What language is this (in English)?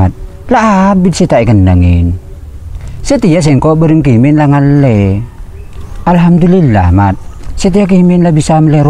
Madurese